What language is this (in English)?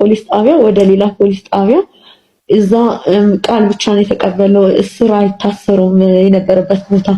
Amharic